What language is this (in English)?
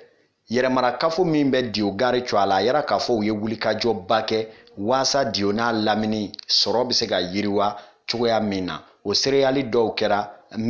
Bambara